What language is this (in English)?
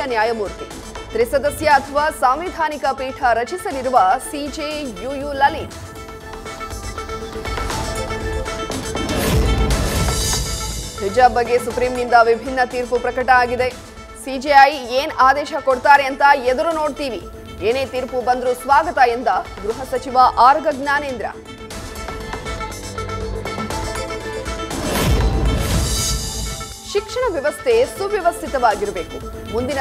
Kannada